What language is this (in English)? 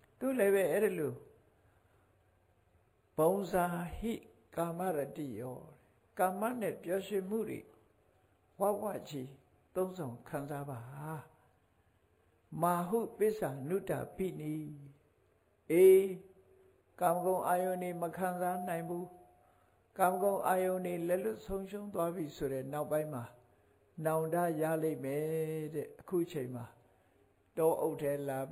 Burmese